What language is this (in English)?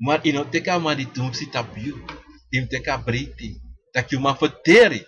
Sranan Tongo